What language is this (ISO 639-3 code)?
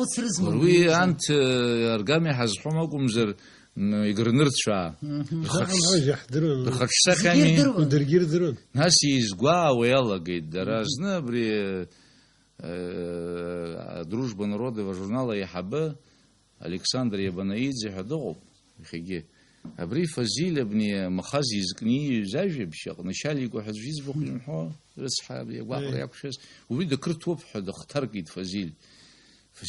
abk